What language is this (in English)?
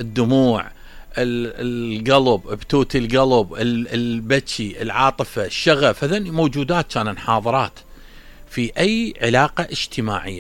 Mesopotamian Arabic